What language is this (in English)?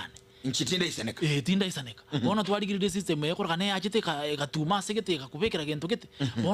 Gusii